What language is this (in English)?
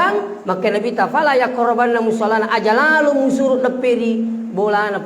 Buginese